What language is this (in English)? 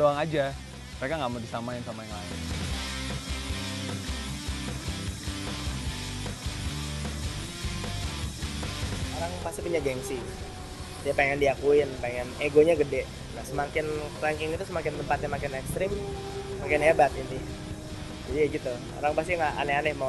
Indonesian